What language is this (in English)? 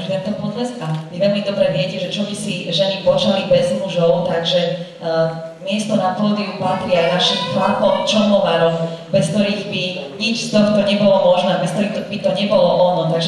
Slovak